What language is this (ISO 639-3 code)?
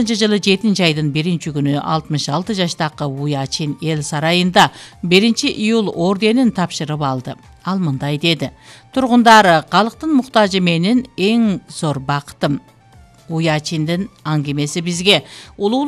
kir